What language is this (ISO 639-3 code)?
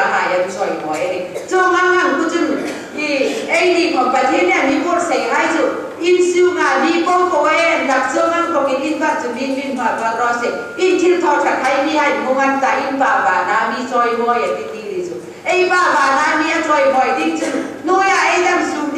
hmr